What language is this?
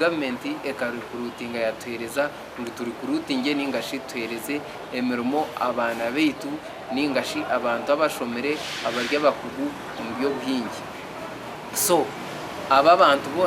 Nyankole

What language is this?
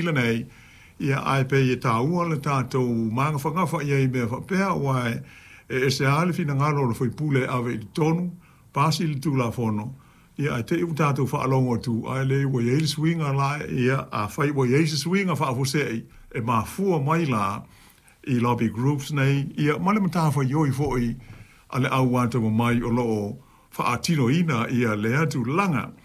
Samoan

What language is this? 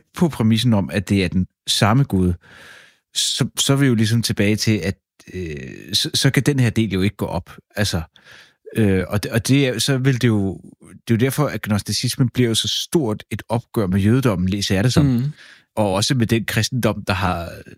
Danish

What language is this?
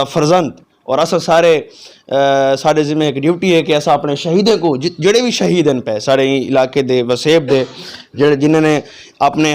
Saraiki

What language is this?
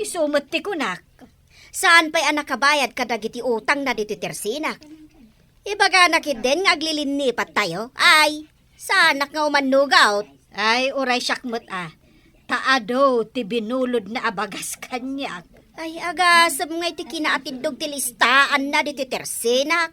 Iloko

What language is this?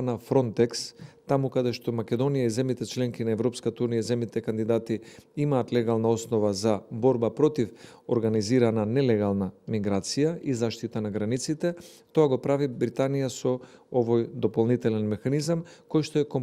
Macedonian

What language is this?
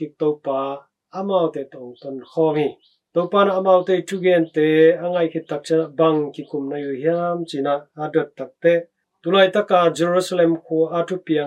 Tedim Chin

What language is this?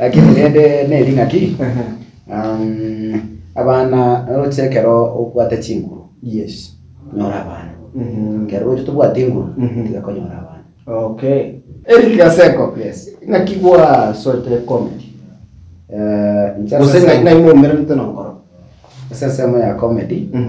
Gusii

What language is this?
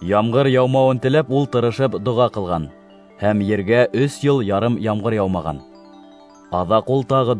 Bashkir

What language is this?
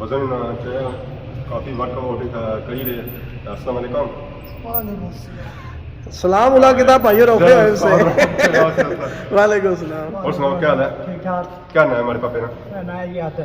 Pahari-Potwari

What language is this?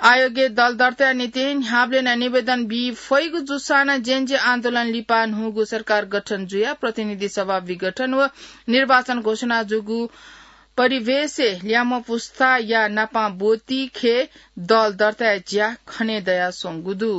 Newari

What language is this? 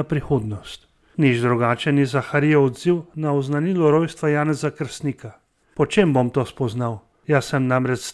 Slovenian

